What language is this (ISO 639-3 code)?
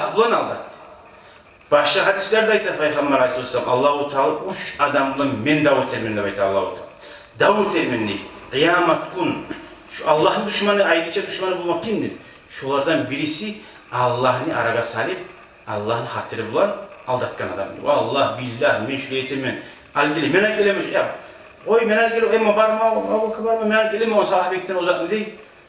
kum